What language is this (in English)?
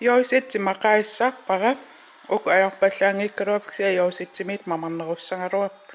Kalaallisut